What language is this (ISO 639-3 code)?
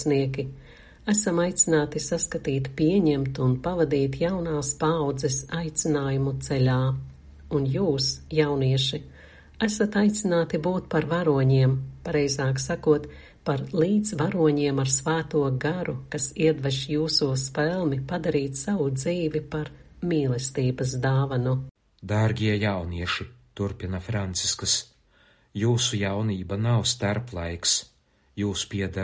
lav